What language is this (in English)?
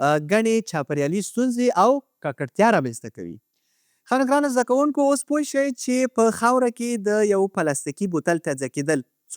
Pashto